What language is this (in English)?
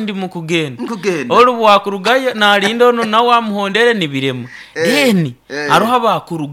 Nyoro